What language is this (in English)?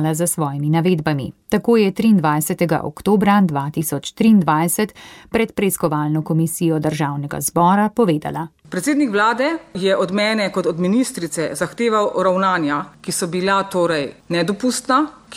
Slovenian